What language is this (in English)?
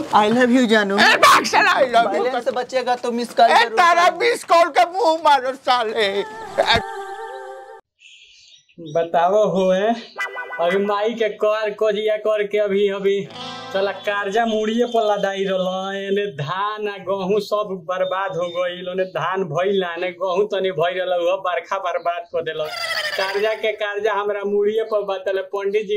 Bhojpuri